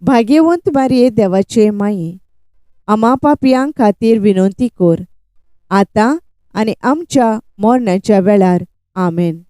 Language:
Konkani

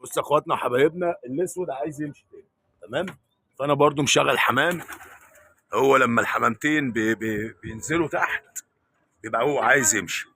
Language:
Egyptian Arabic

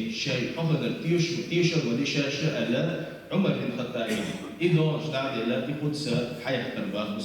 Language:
Chechen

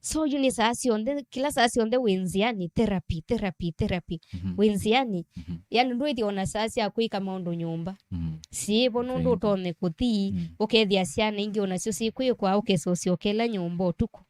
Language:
Kamba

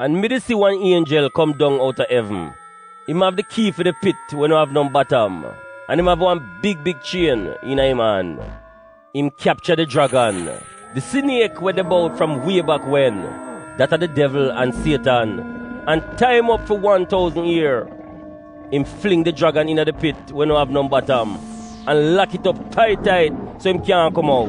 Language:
Jamaican Creole English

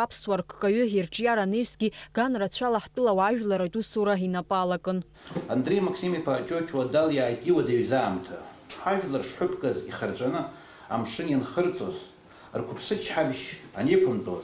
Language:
Abkhazian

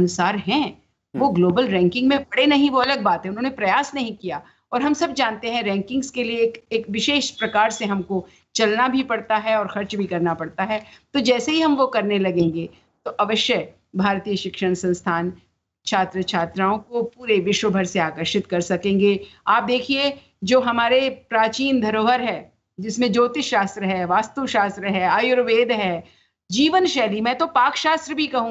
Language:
Hindi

